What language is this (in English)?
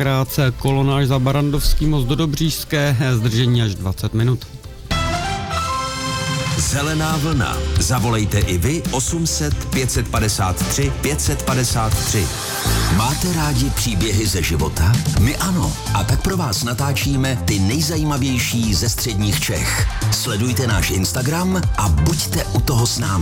Czech